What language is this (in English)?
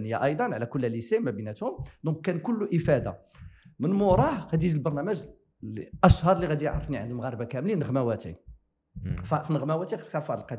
Moroccan Arabic